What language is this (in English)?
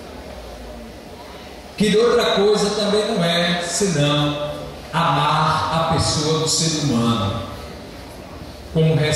Portuguese